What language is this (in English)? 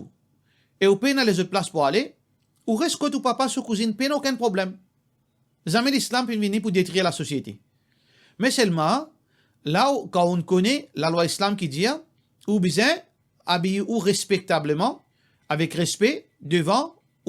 Morisyen